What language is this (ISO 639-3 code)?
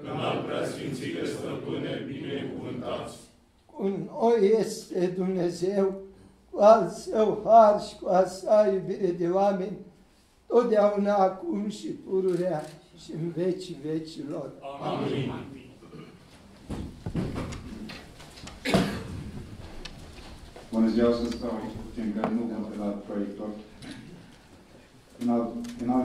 ron